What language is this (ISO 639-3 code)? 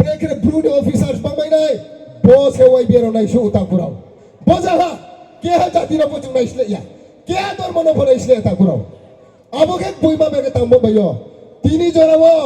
ria